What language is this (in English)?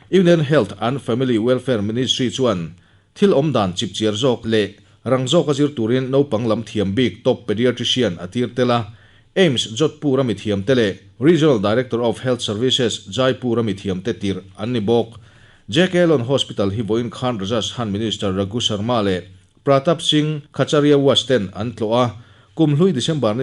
Mizo